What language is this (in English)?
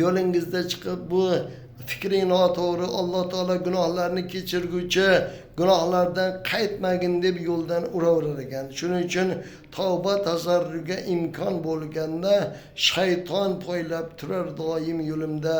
Uzbek